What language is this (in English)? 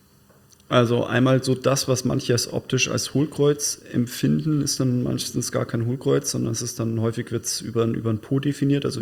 German